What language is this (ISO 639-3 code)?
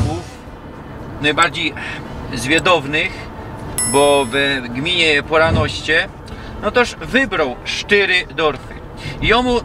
szl